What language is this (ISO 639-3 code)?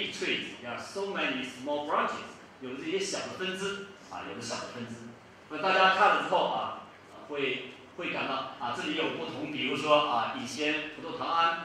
zho